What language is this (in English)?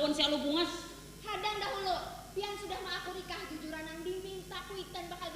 Banjar